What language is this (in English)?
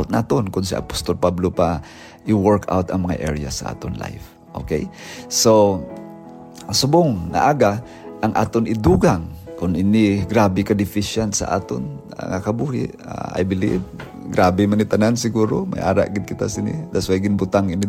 Hiligaynon